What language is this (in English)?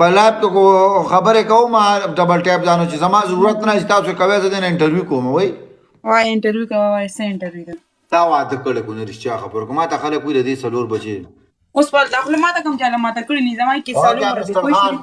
Pashto